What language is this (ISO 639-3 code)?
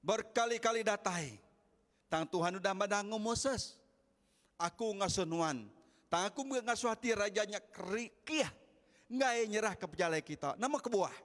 iba